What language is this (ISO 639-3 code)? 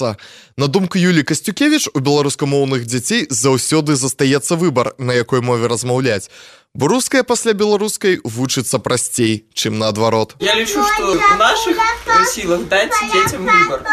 bel